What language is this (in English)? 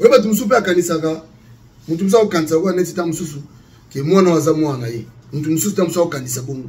Lingala